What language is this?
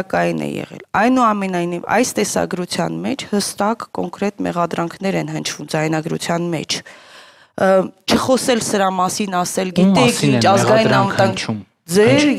Armenian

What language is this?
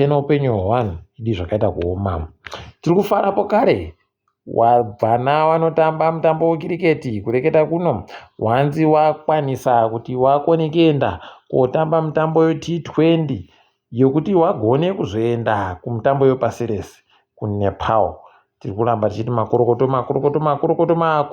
Ndau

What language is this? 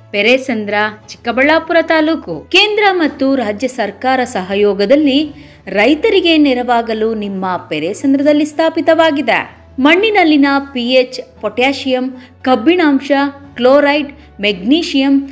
Kannada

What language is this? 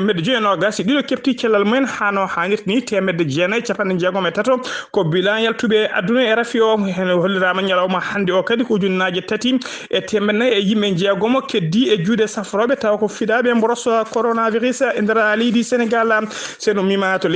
Fula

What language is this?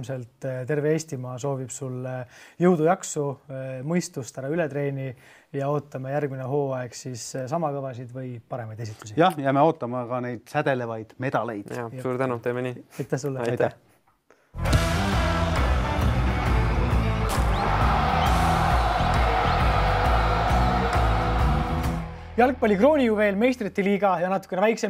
Estonian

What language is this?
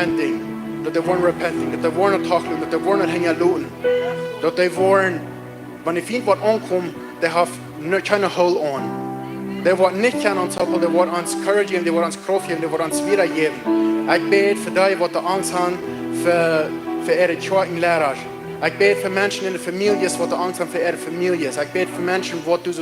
Plautdietsch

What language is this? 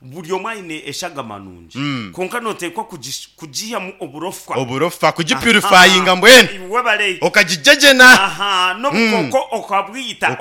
Nyankole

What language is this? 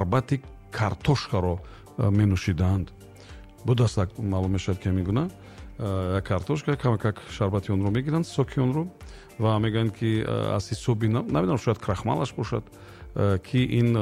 Tajik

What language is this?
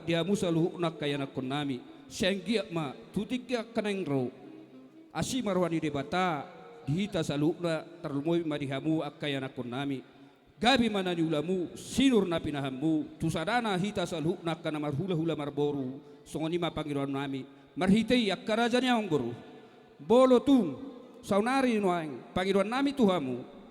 Batak Toba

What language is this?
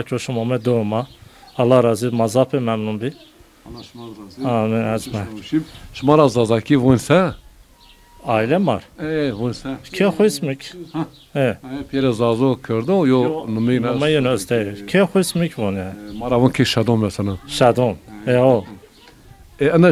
Zaza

